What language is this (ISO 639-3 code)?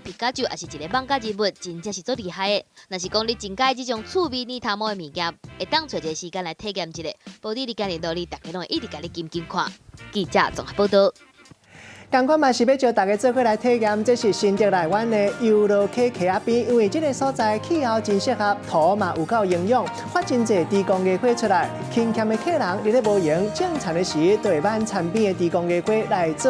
nan